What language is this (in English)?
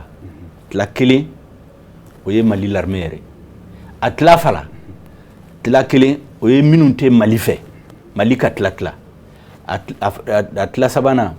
Bambara